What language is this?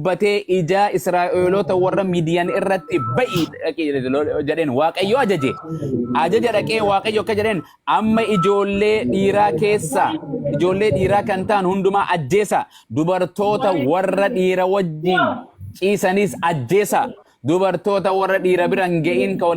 Oromo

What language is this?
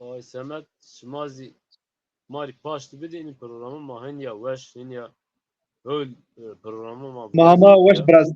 Zaza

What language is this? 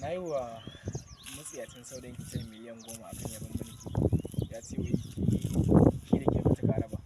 Hausa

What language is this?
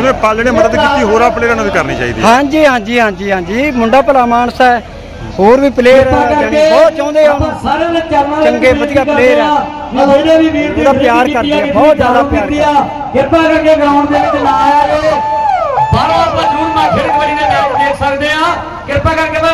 Punjabi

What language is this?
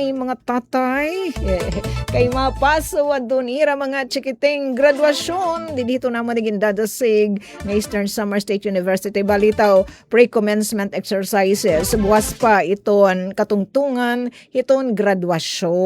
Waray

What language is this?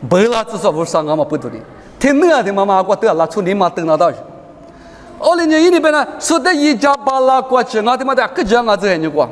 Lisu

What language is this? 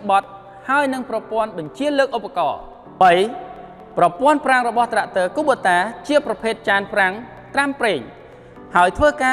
Khmer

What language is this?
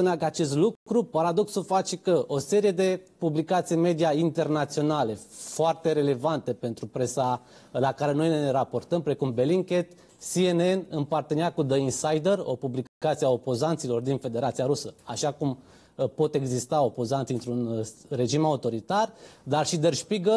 Romanian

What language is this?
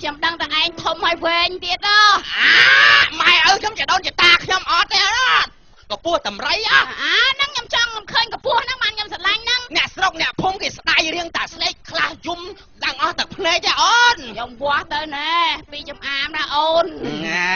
Khmer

